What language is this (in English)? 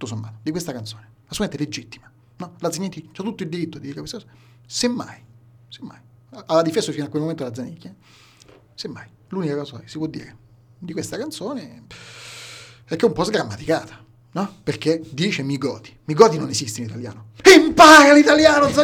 Italian